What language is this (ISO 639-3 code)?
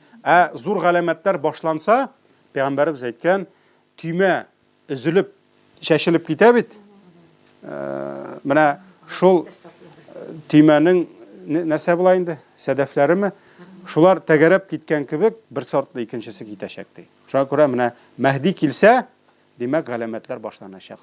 tat